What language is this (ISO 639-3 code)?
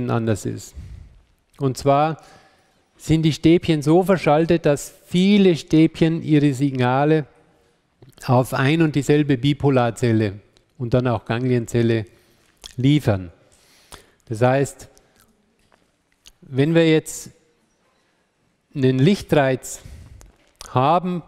deu